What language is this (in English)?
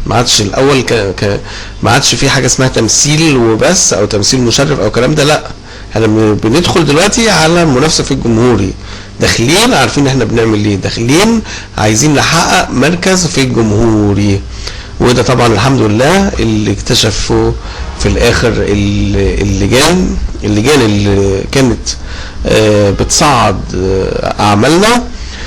Egyptian Arabic